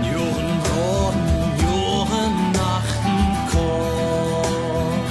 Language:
Western Frisian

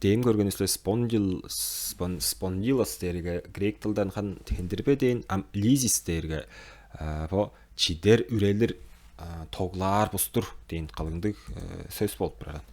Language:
Tuvinian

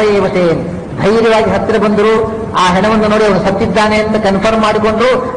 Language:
Kannada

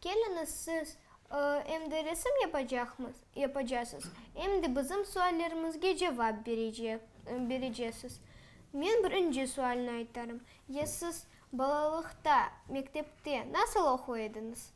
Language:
Crimean Tatar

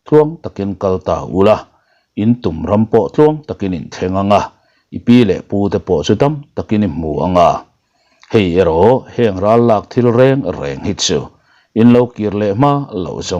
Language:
Mizo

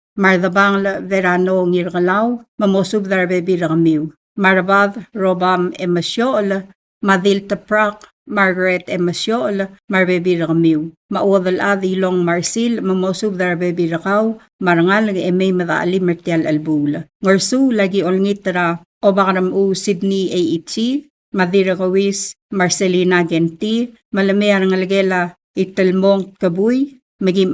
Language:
Palauan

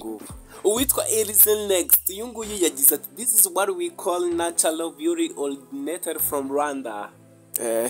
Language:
Kinyarwanda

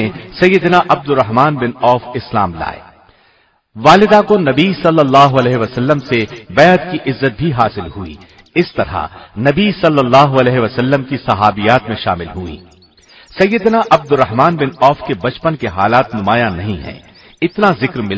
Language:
Urdu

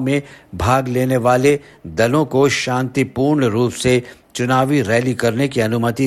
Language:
Hindi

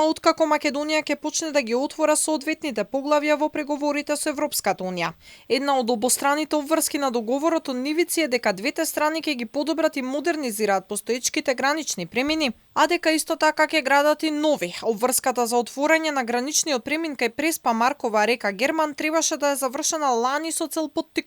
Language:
Macedonian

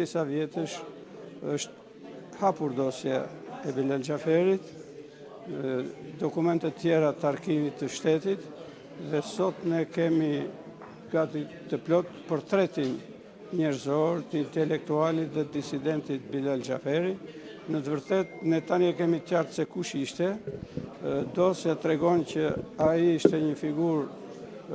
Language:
Albanian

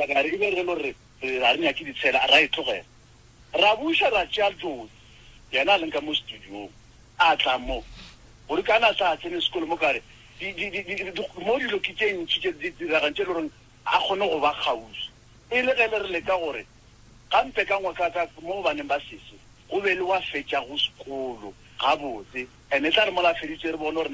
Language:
Northern Sotho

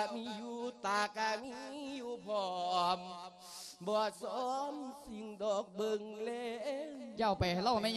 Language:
Lao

